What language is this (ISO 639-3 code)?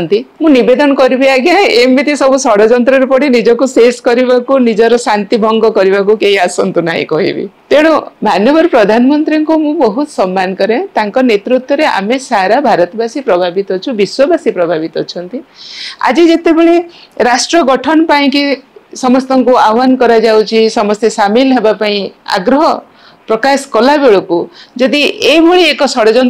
ori